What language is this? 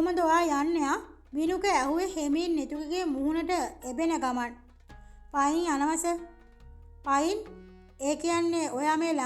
Sinhala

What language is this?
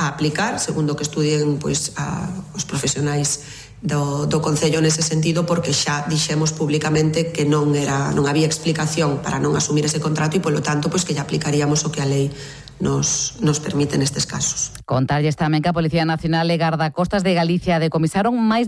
Galician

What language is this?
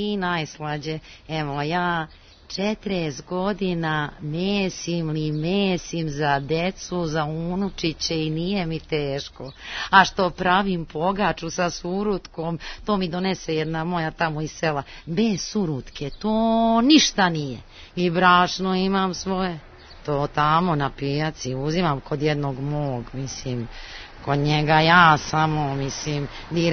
Serbian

